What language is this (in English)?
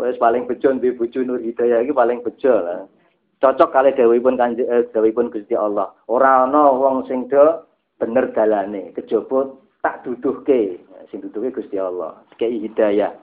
Javanese